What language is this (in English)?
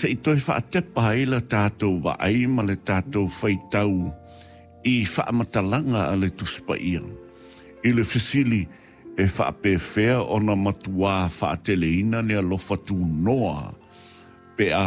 Samoan